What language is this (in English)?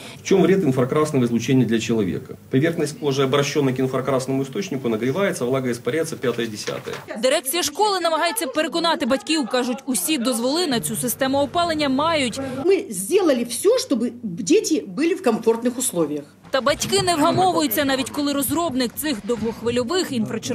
Ukrainian